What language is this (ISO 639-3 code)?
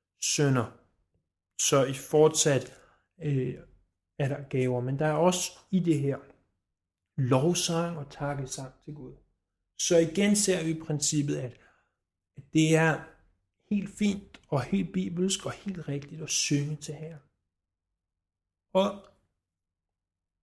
dan